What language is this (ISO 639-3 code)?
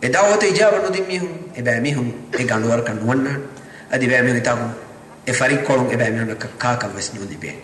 div